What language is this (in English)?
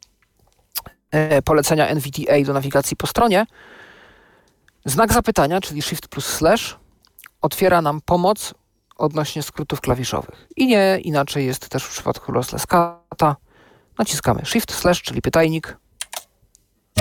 Polish